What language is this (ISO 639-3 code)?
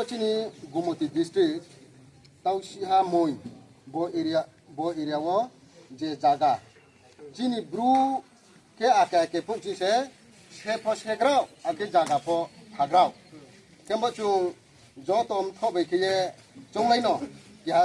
ria